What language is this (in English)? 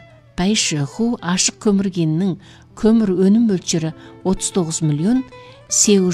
Kazakh